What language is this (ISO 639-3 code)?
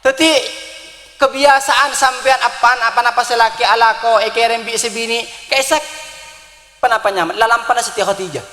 mad